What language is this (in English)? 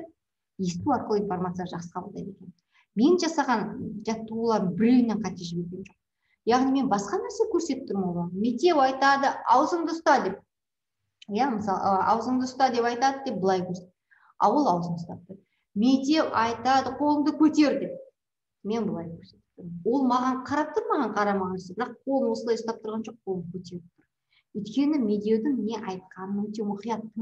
Kazakh